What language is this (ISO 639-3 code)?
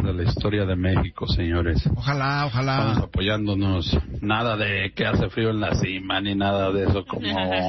spa